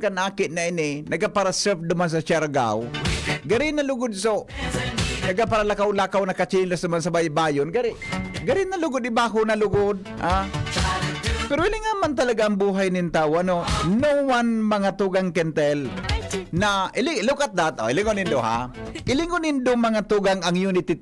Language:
Bikol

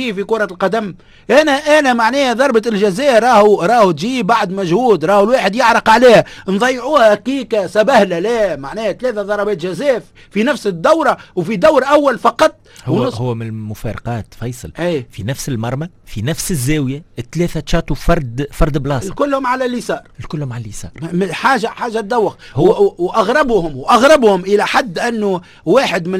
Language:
Tunisian Arabic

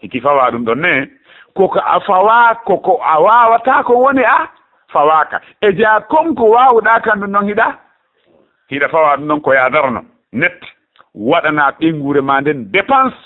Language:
Fula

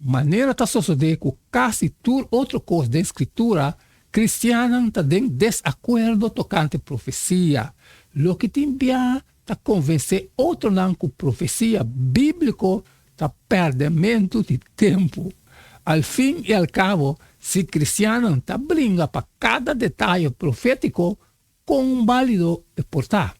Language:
Papiamento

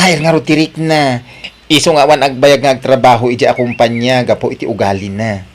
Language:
Iloko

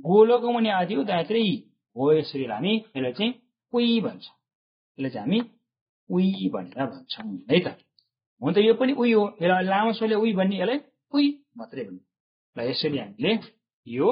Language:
Nepali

